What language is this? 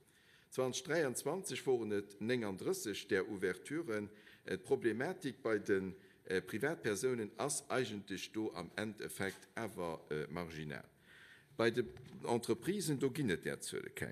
Luxembourgish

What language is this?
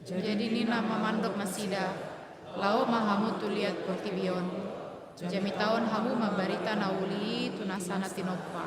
Batak Toba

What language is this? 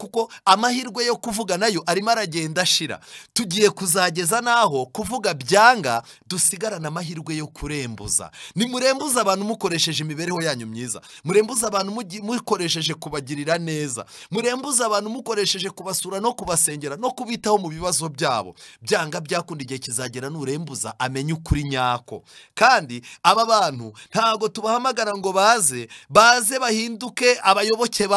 Kinyarwanda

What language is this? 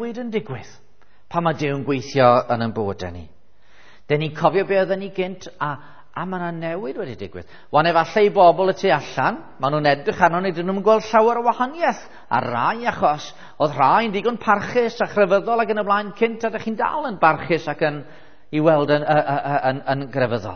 Welsh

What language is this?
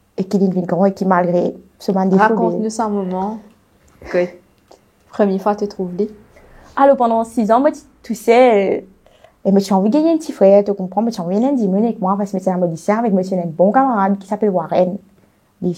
Morisyen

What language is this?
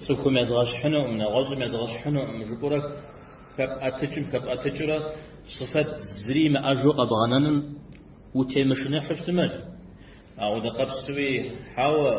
Kabardian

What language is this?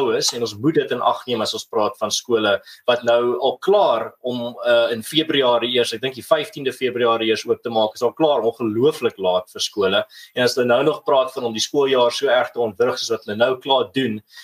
Afrikaans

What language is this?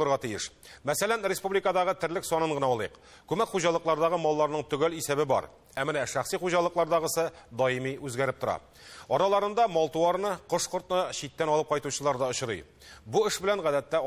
Tatar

